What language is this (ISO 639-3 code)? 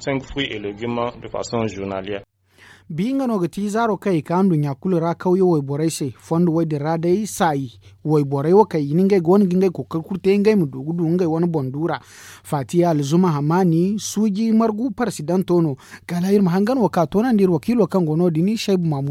dje